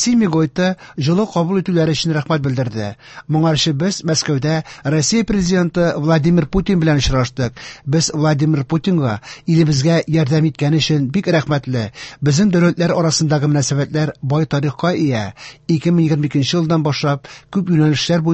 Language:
Tatar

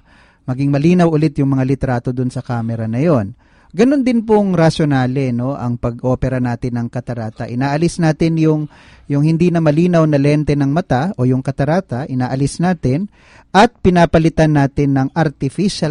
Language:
Filipino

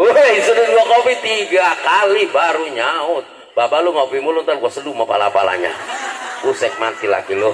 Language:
Betawi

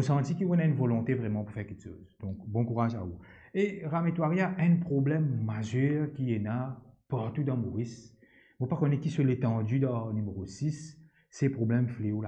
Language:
Morisyen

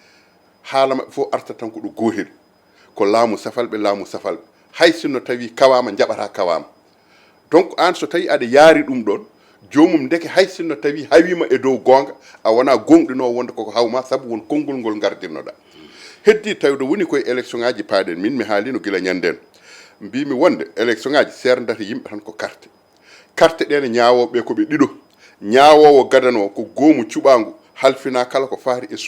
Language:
Fula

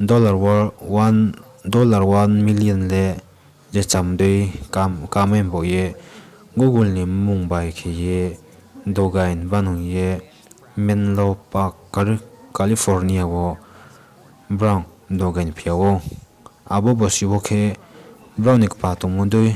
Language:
Riang (India)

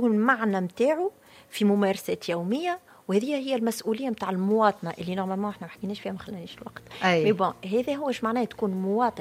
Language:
Tunisian Arabic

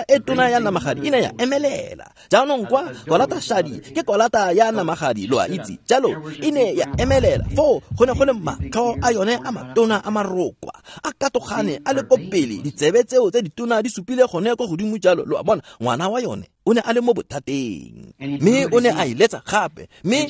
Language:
Tswana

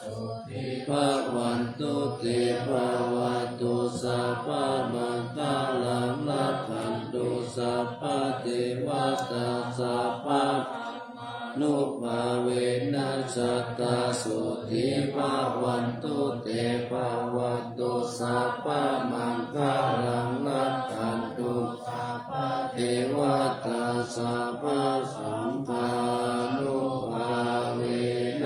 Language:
Pali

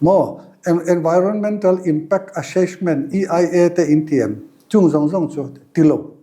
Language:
Mizo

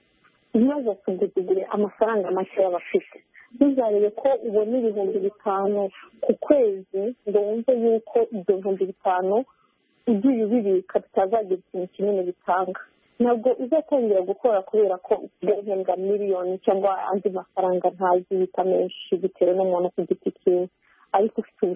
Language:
Kinyarwanda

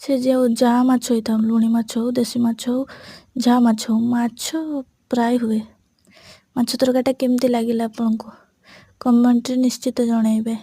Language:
Odia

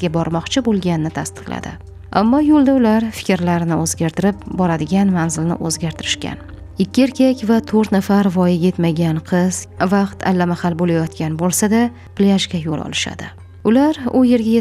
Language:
Uzbek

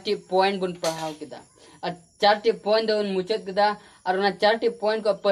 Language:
Santali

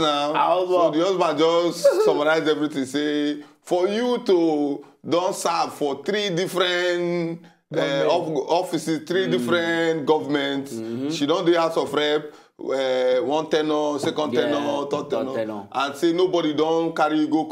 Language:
Nigerian Pidgin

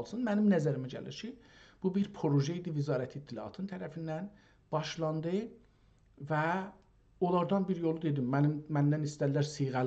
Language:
South Azerbaijani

